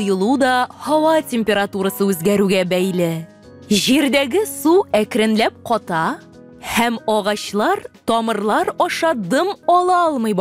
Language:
Tatar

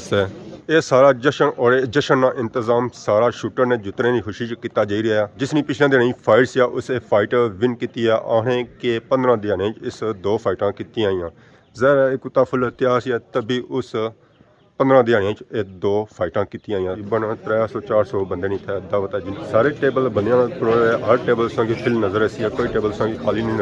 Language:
Pahari-Potwari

